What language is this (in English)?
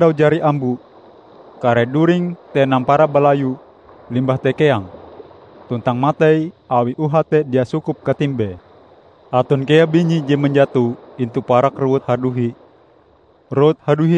Ngaju